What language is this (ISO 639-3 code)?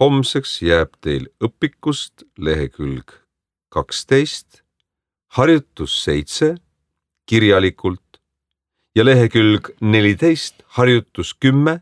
est